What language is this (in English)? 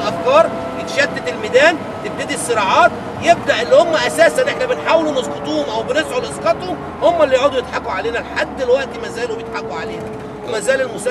Egyptian Arabic